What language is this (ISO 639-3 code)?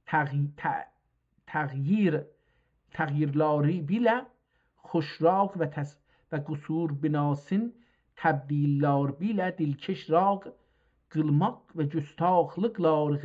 azb